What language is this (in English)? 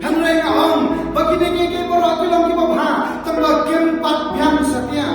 Khasi